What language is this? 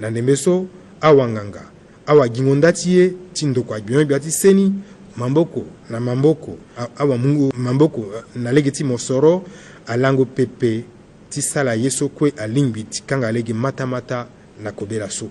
Sango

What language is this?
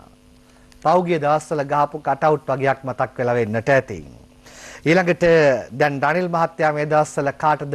Sinhala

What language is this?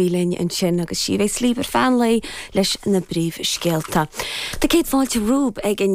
Irish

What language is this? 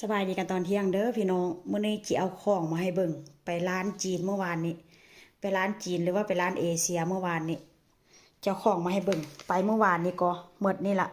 Northeastern Thai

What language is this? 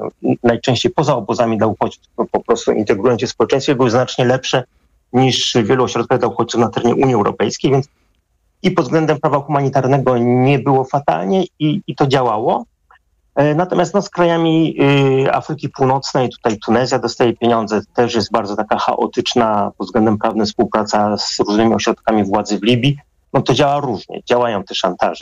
Polish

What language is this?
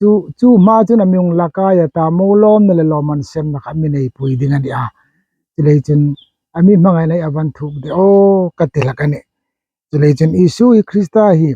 Hmar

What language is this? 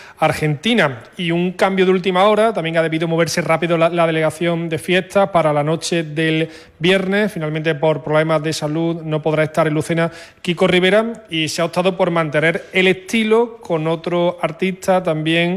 Spanish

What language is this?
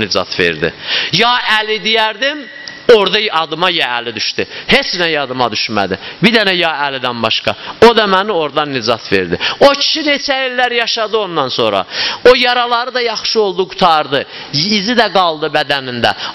Azerbaijani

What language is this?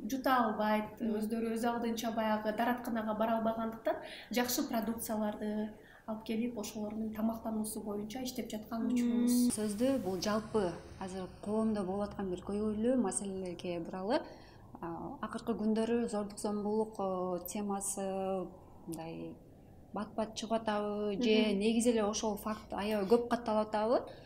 Kyrgyz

